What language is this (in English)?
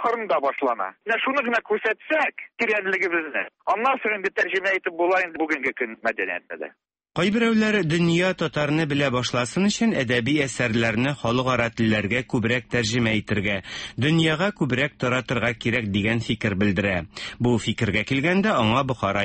Tatar